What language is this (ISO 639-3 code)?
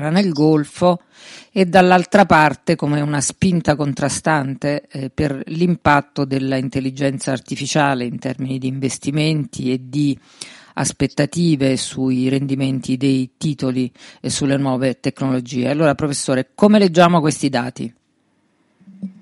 ita